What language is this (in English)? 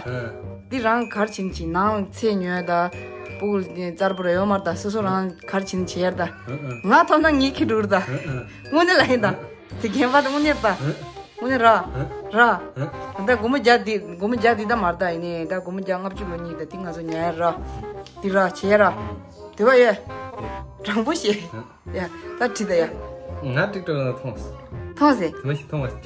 Tibetan